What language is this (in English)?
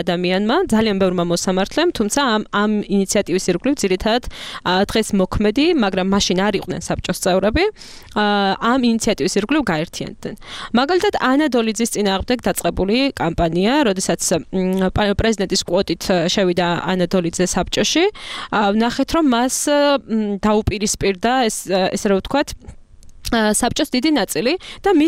Georgian